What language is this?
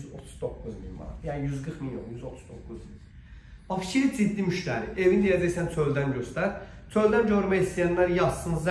Azerbaijani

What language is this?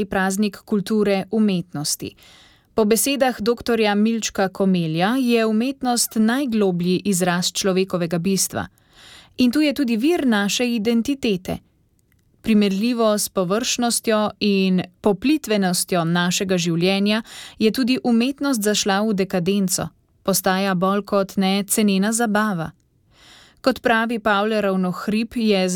Slovenian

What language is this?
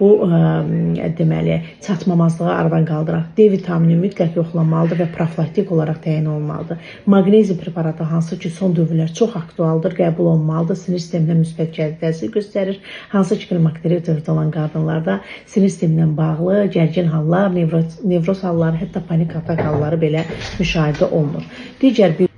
Azerbaijani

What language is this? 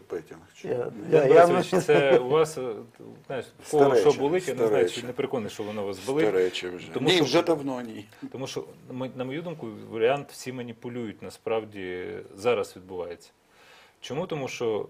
Ukrainian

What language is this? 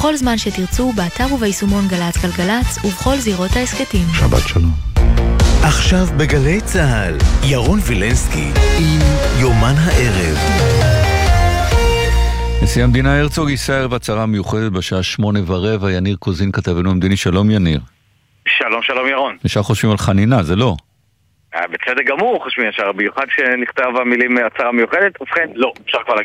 Hebrew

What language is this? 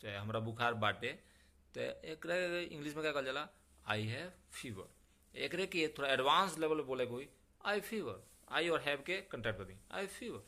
Bhojpuri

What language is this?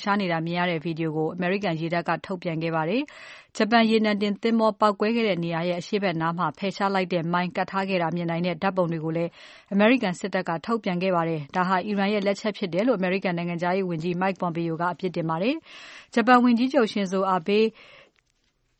Burmese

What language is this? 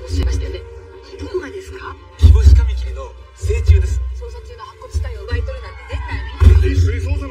Japanese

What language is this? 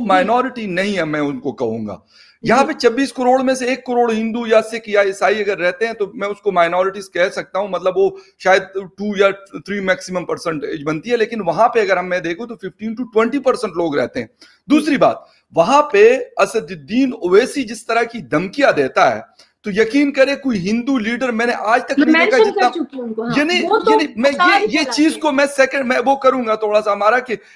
Urdu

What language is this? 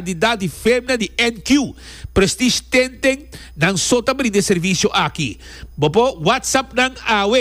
Papiamento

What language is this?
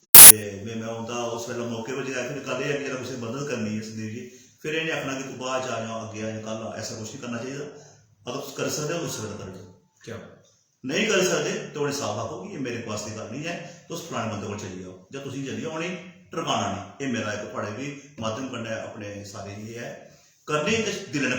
Dogri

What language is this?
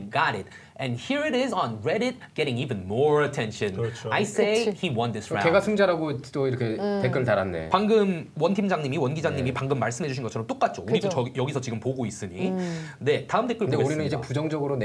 Korean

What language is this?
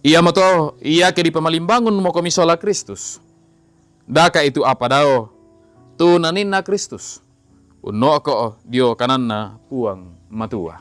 Toraja-Sa'dan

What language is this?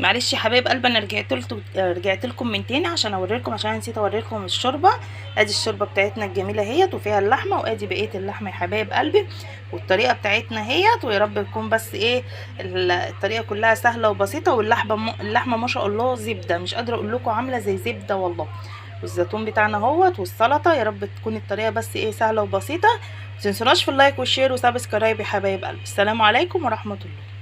Egyptian Arabic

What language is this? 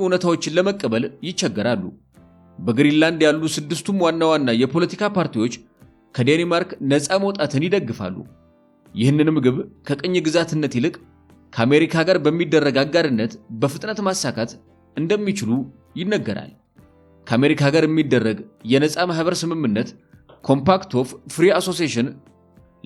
Amharic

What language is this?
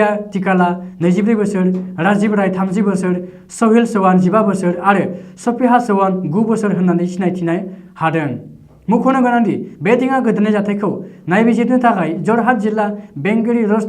Bodo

